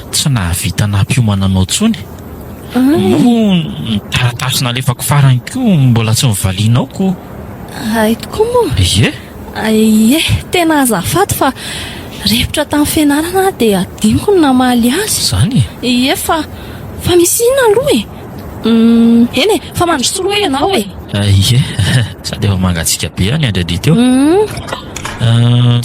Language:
Malagasy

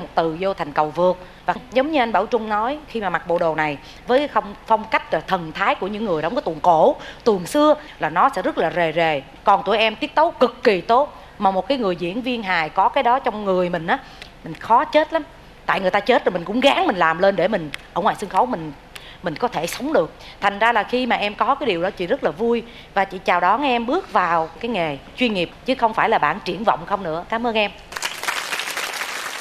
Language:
Vietnamese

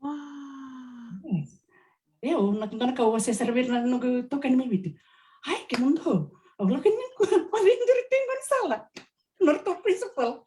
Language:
Fijian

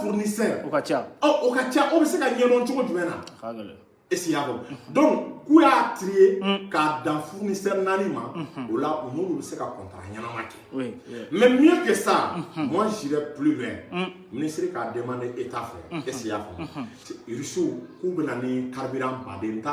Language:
Bambara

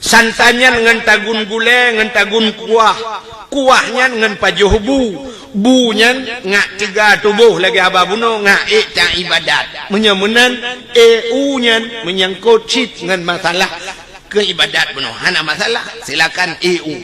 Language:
Achinese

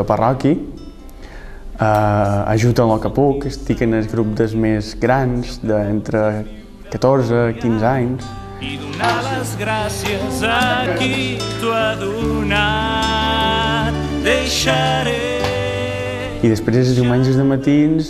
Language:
Catalan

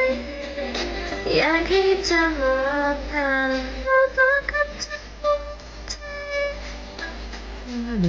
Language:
Thai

